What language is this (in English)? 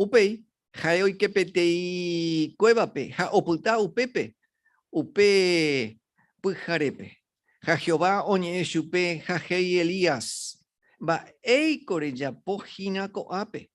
Guarani